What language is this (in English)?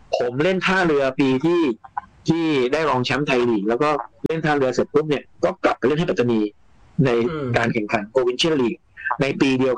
Thai